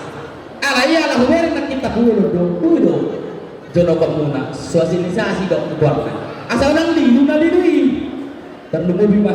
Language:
Batak Toba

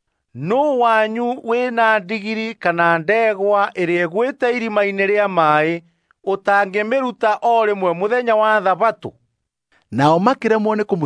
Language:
Kikuyu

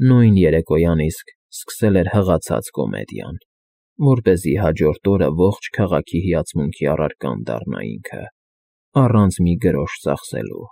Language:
Armenian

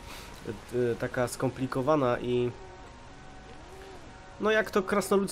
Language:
Polish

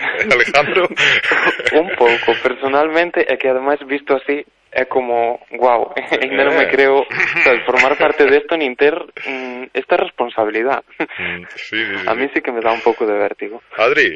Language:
Galician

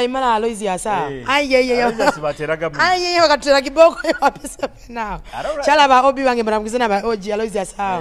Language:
Nyoro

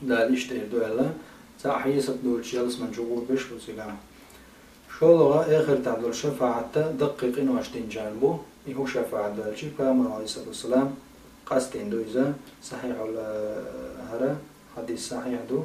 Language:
Chechen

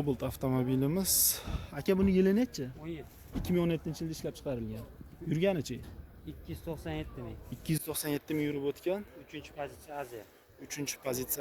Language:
Uzbek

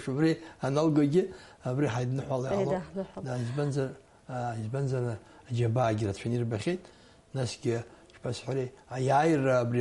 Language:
Abkhazian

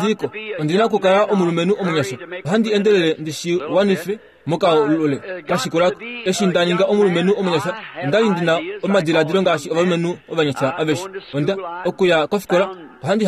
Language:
Kuanyama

